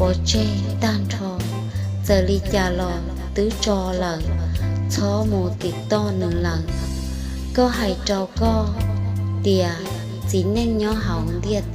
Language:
Hmong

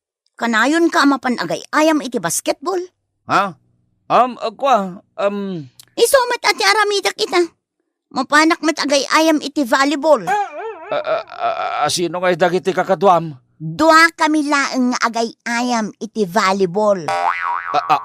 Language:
Iloko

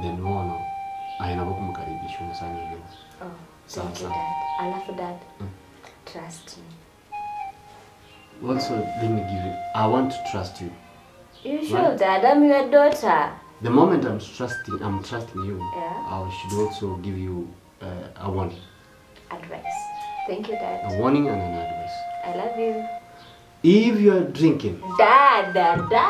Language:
Gusii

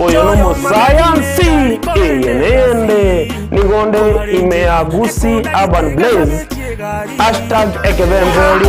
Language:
Gusii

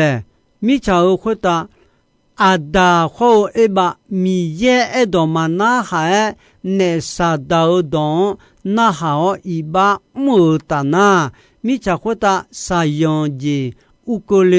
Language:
Akha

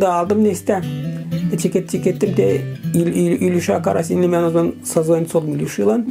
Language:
Gagauz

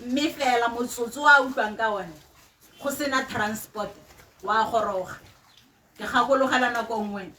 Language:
Tswana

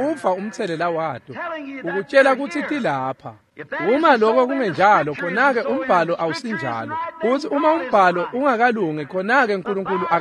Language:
Swati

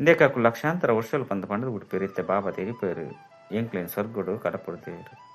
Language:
Tulu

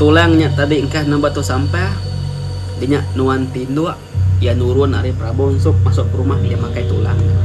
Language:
Iban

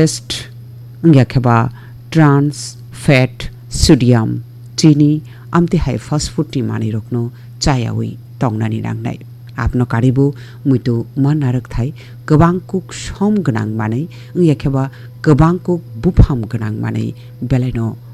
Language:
Kok Borok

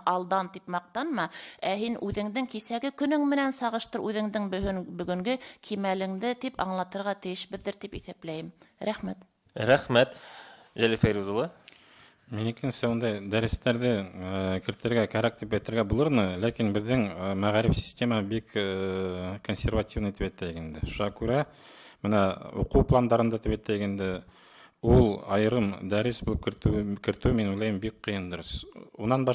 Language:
Bashkir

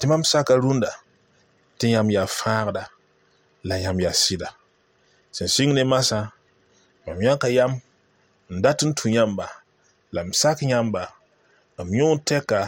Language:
Mossi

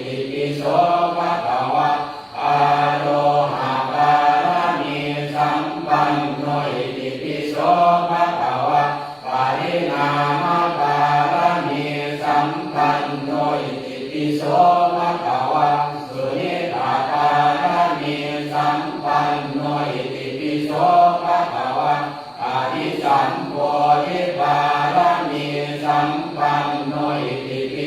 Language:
Pali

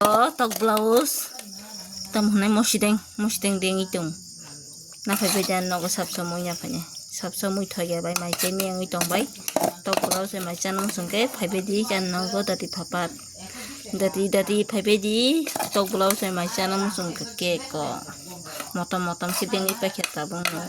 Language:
Kok Borok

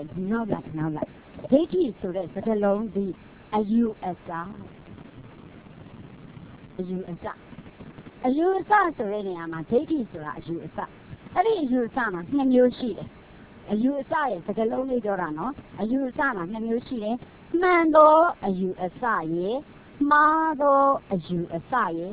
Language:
Burmese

